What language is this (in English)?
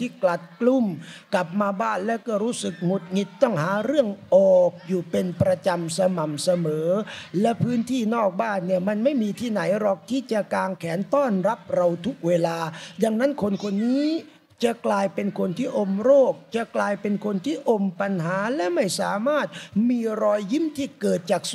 Thai